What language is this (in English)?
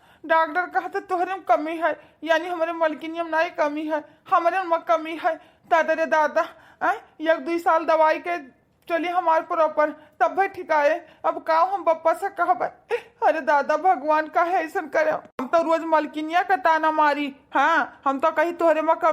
Awadhi